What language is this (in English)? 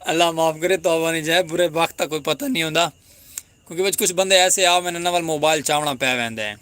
Saraiki